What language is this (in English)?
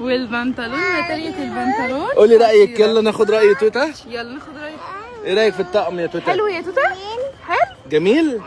Egyptian Arabic